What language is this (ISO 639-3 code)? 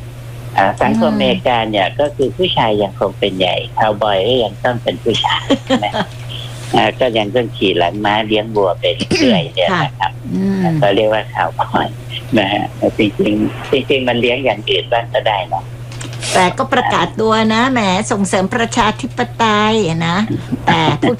tha